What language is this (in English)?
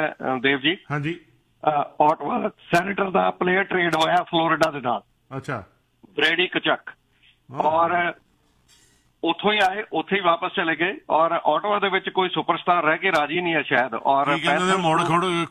Punjabi